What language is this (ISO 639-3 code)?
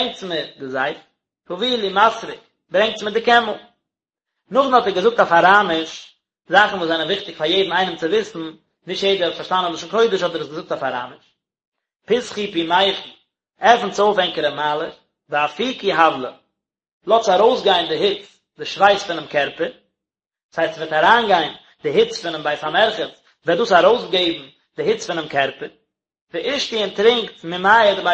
yid